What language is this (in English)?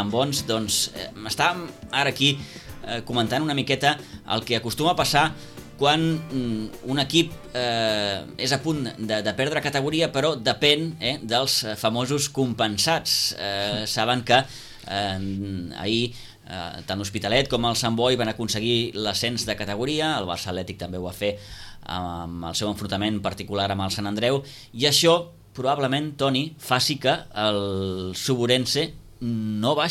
Catalan